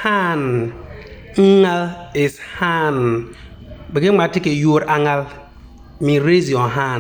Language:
Konkomba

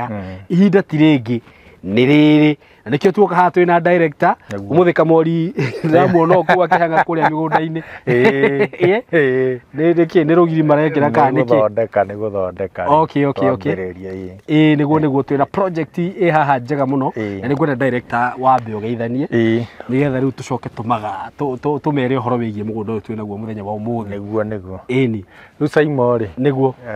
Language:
Kikuyu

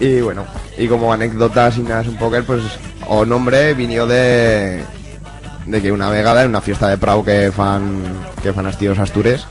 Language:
Aragonese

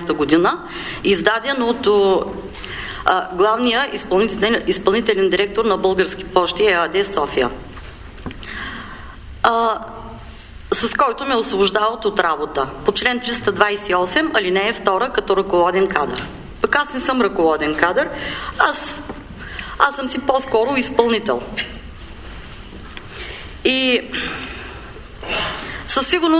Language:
Bulgarian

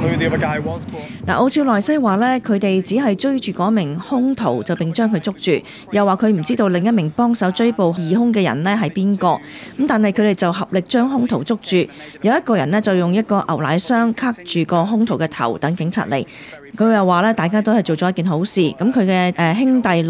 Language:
Cantonese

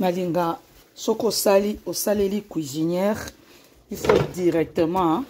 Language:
Lingala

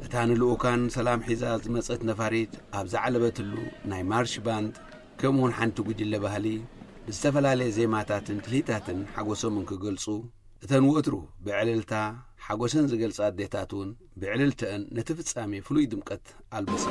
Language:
Tigrinya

